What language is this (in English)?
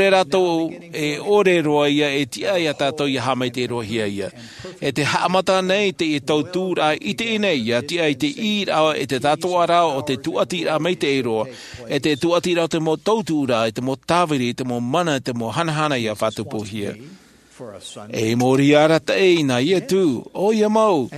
Tahitian